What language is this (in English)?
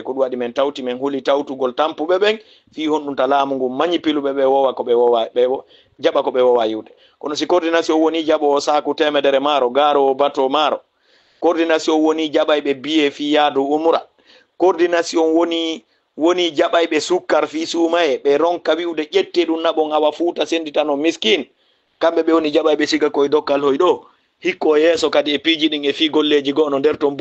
Fula